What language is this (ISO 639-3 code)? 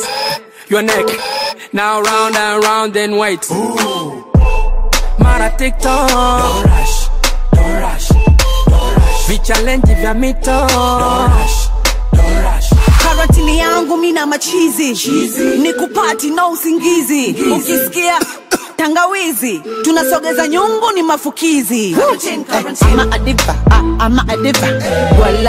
swa